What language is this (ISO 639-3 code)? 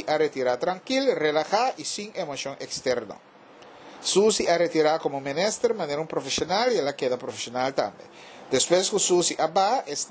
pap